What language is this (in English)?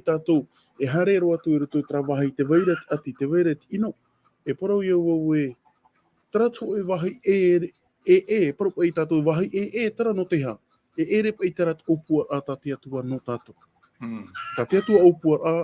Tahitian